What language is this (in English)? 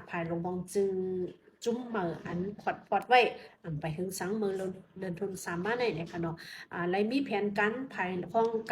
Shan